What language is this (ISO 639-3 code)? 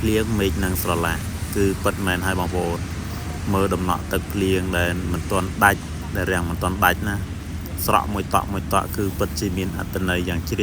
khm